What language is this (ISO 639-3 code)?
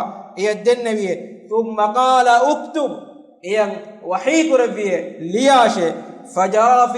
div